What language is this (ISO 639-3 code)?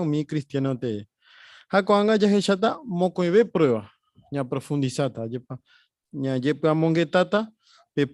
grn